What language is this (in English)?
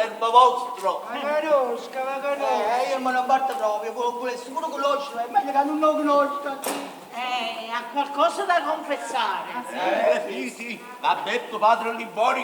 Neapolitan